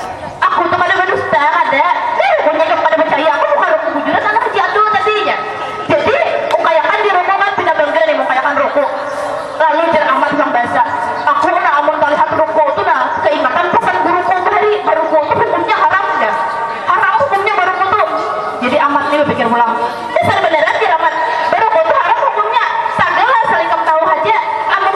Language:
Banjar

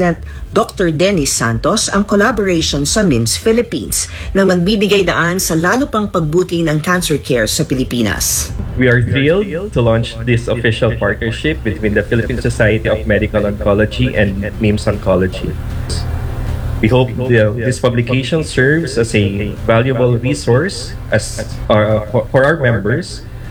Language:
Filipino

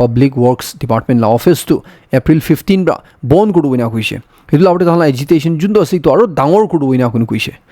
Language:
Naga Pidgin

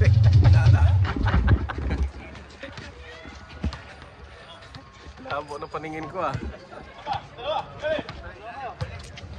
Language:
Filipino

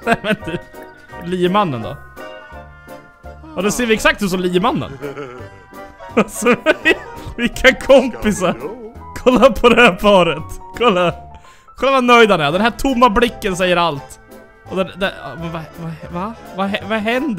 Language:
Swedish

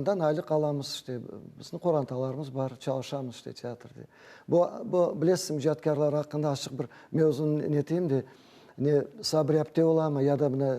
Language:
Crimean Tatar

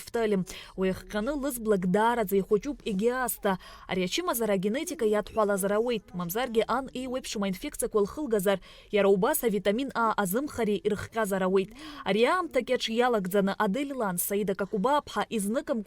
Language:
Abkhazian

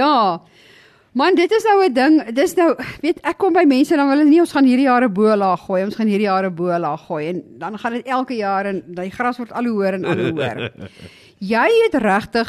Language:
Afrikaans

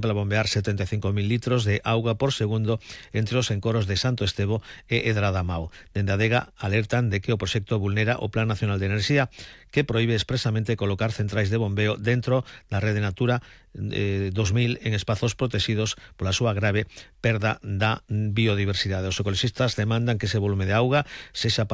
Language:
Galician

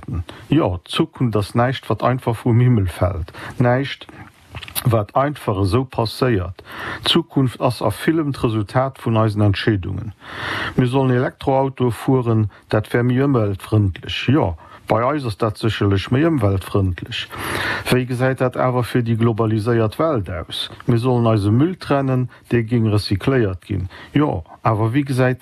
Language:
Luxembourgish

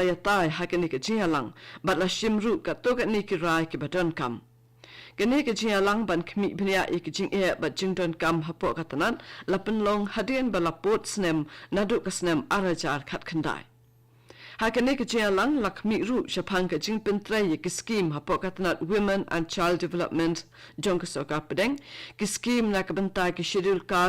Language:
Khasi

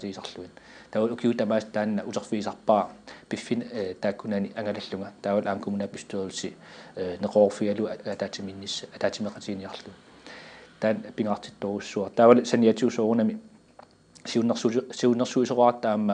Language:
Kalaallisut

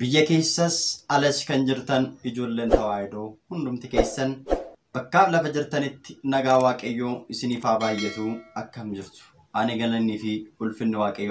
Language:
Oromo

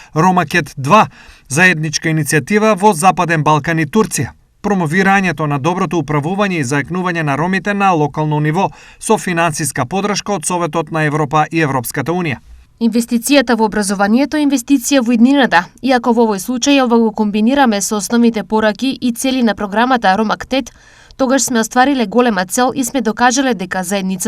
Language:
Macedonian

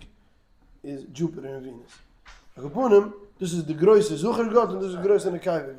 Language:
Yiddish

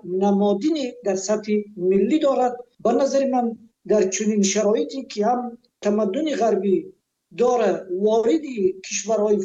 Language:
Tajik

